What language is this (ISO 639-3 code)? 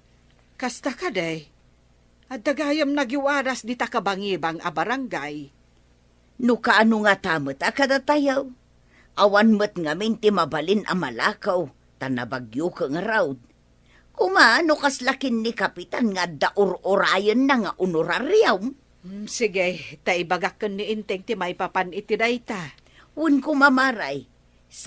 ilo